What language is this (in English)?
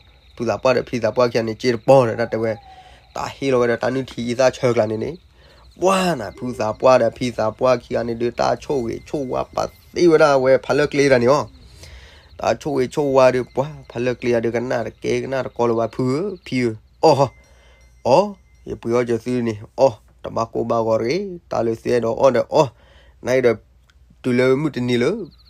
S'gaw Karen